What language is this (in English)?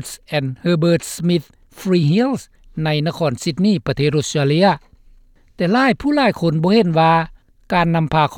Lao